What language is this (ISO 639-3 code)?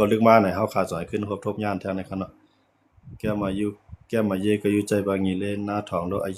shn